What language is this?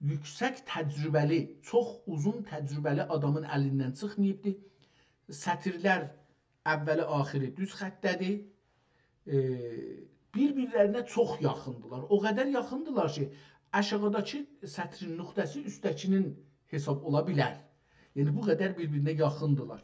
South Azerbaijani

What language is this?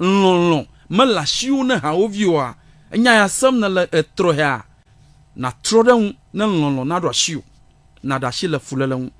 Ewe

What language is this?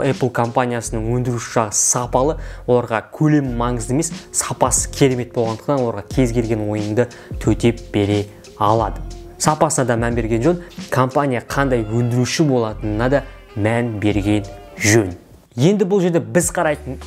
Kazakh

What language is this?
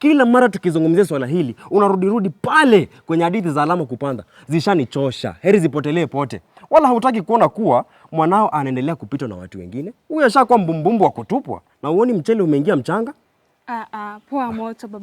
Swahili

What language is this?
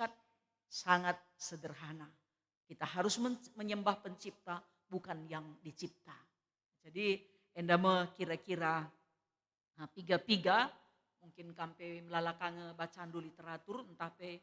Batak Karo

